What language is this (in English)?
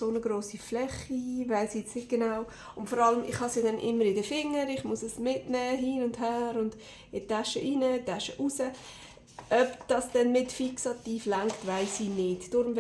Swiss German